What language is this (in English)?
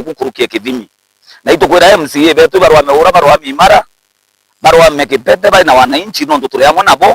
Meru